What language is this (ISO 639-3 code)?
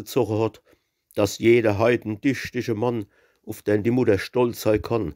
pfl